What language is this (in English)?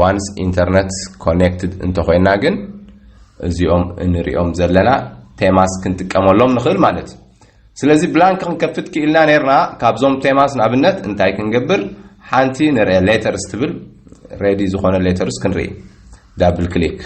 Tigrinya